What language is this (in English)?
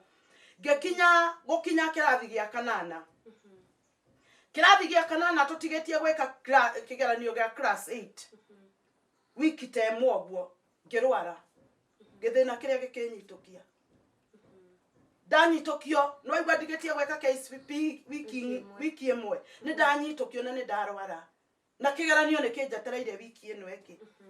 Kikuyu